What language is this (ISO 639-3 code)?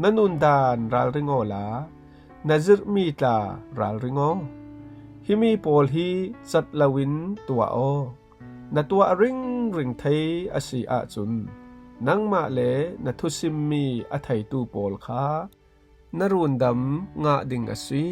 cfm